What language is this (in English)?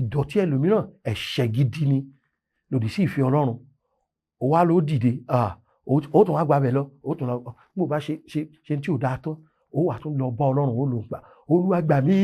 Yoruba